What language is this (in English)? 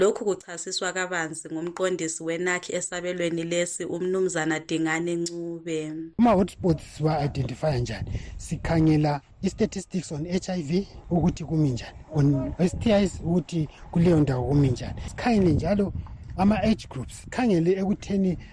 North Ndebele